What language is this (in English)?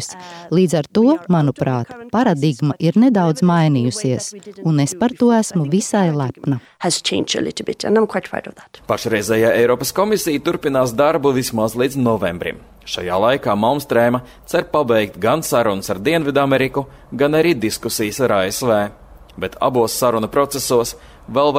Latvian